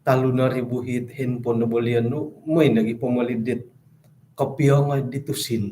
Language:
Central Dusun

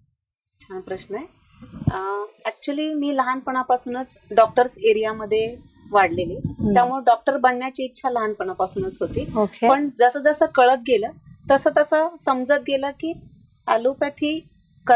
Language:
Marathi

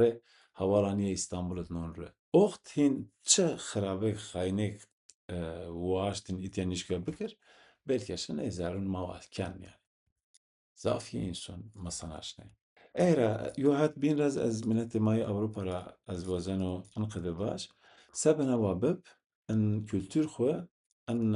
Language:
Zaza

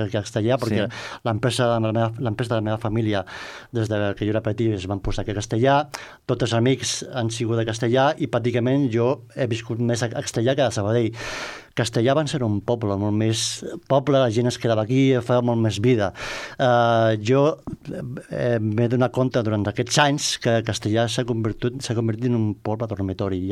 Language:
Catalan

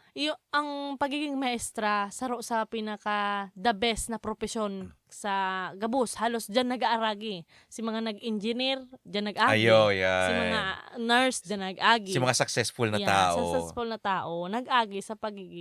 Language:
Bikol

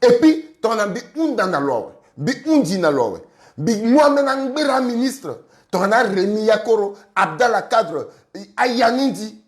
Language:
Sango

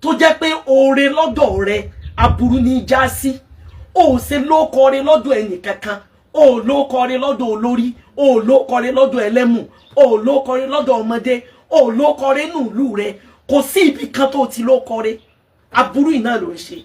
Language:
Yoruba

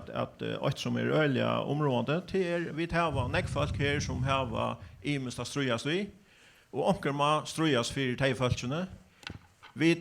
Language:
Faroese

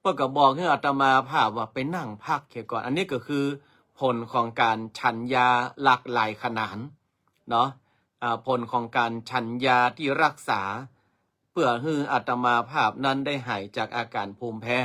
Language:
Northern Thai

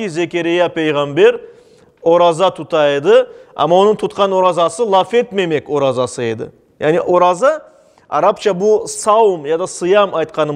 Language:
Crimean Tatar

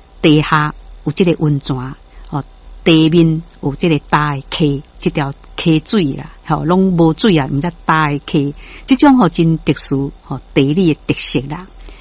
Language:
Min Nan Chinese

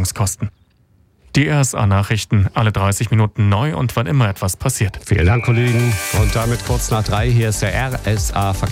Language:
German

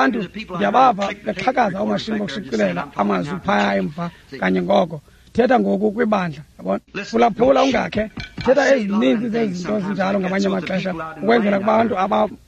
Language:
Xhosa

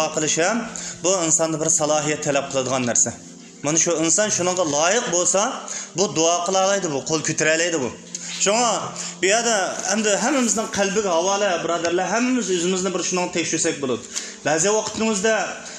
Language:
Uyghur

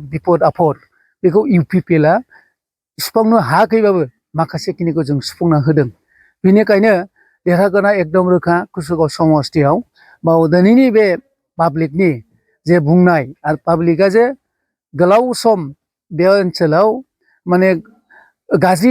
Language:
Bodo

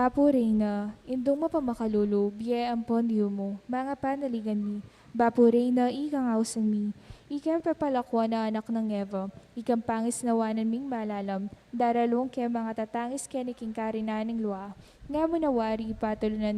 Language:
Pampanga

